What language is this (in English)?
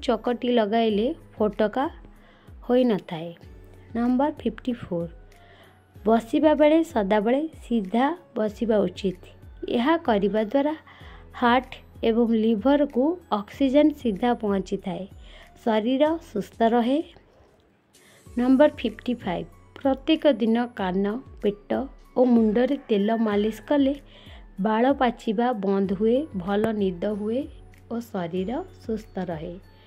Odia